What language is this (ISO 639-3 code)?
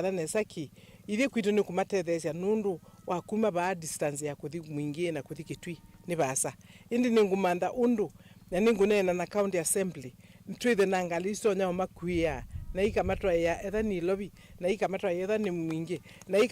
kam